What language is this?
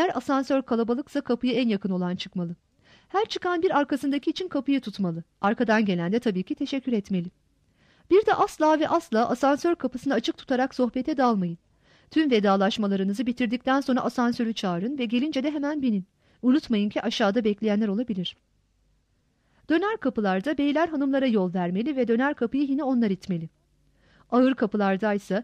Turkish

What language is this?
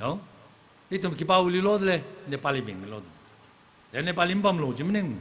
Tangkhul Naga (India)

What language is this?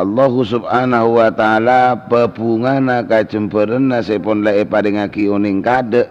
Madurese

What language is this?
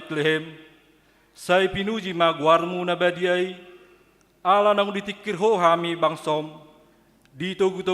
Batak Toba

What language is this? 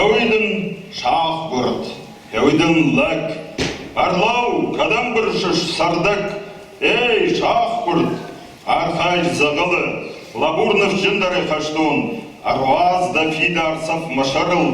Ossetic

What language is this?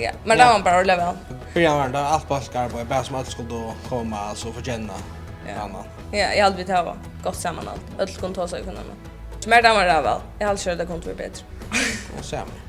Faroese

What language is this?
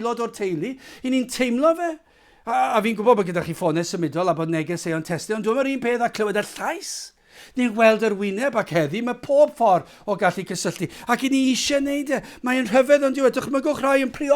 Welsh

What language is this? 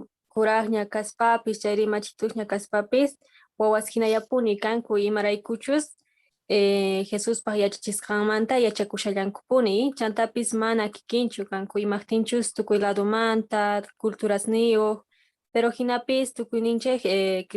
Quechua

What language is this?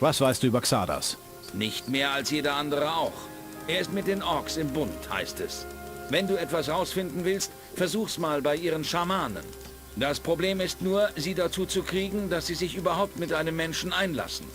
Bavarian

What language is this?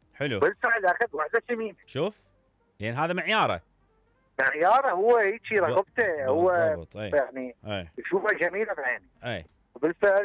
Mesopotamian Arabic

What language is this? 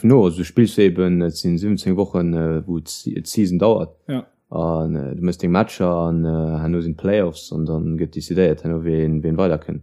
Luxembourgish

